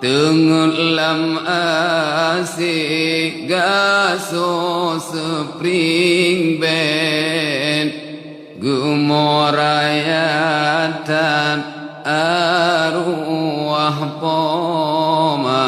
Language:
Achinese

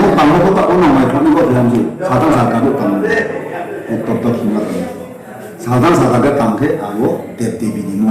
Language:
Riang (India)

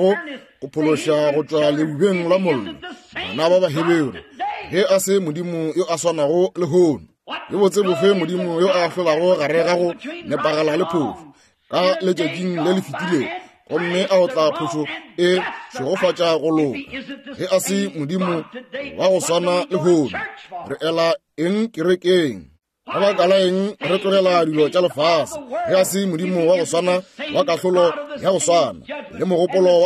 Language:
Northern Sotho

